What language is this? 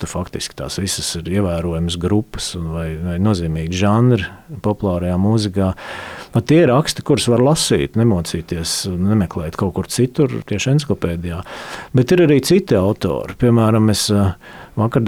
Latvian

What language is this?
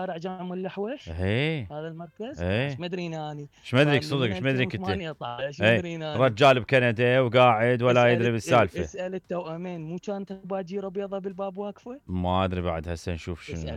Mesopotamian Arabic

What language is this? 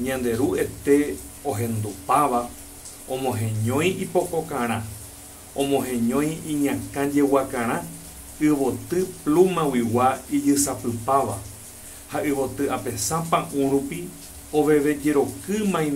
Guarani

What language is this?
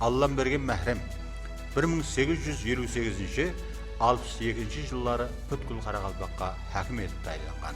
Kara-Kalpak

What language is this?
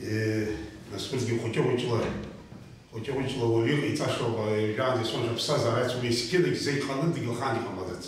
Abkhazian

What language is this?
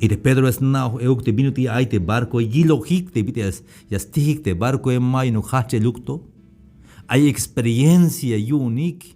Tzeltal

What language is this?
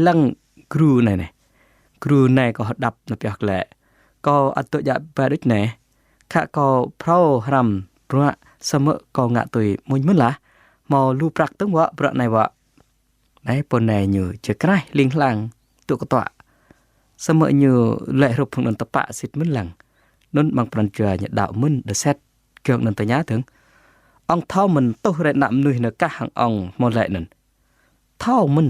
Jarai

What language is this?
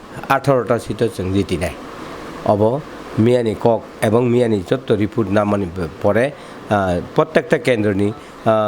Kok Borok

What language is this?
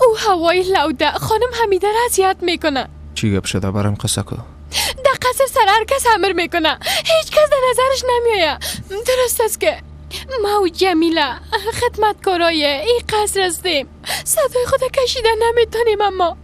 Persian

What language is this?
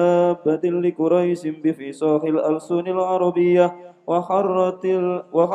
Javanese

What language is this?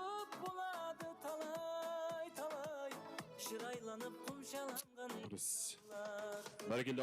Kara-Kalpak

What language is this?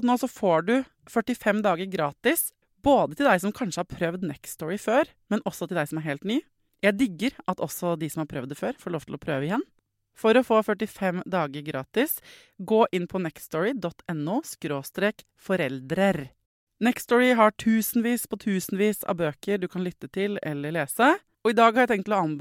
Norwegian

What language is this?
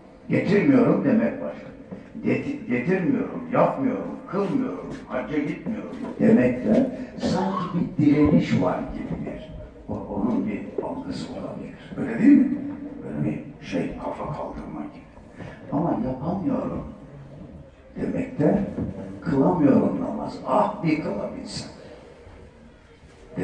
Turkish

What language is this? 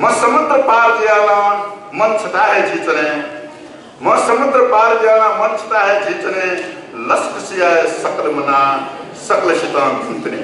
Newari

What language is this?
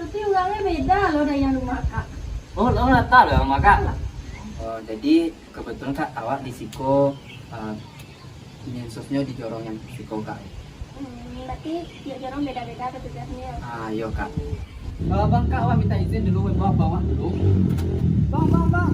Minangkabau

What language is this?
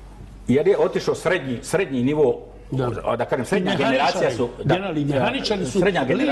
Serbian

